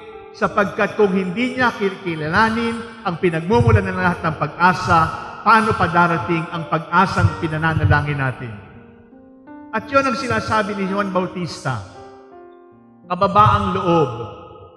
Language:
Filipino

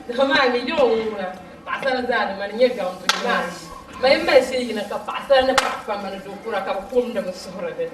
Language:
Dagbani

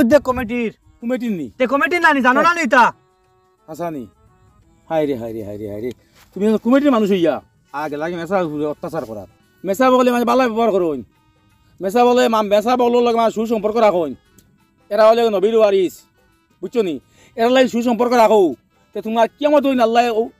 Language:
Sylheti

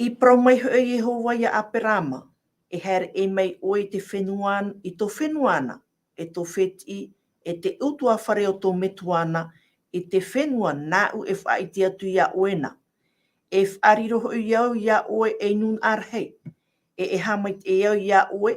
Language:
Tahitian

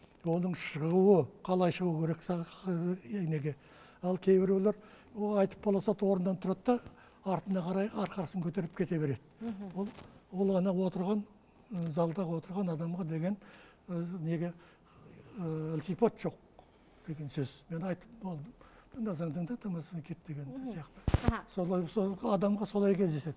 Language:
Kazakh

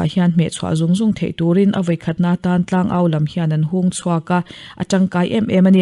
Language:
Mizo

